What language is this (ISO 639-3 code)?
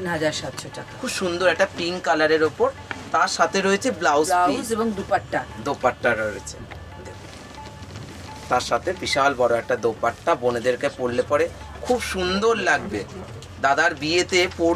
ben